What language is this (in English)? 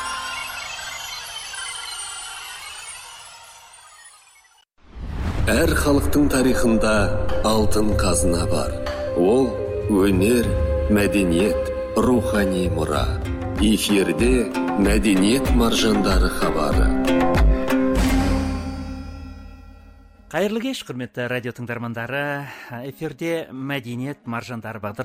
Kazakh